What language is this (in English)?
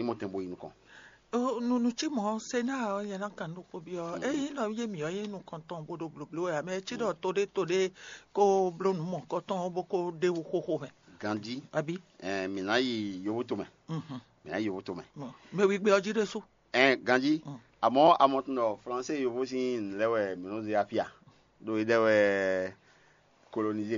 Fon